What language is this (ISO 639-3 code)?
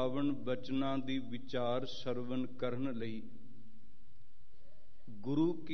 pan